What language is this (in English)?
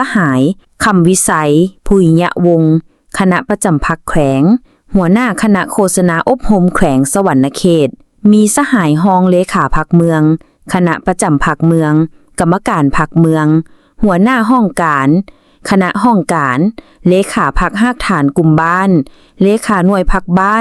Lao